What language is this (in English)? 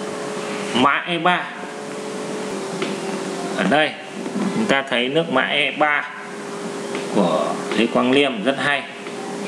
Vietnamese